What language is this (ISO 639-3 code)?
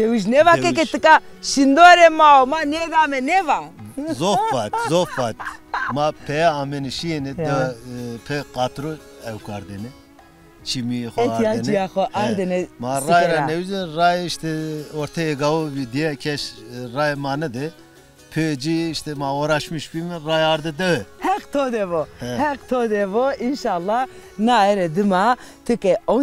zza